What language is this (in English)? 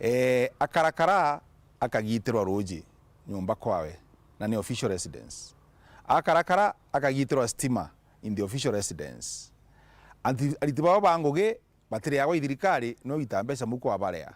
Meru